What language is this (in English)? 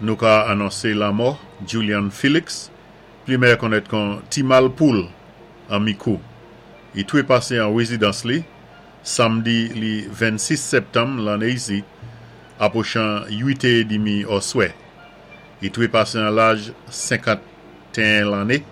Saint Lucian Creole French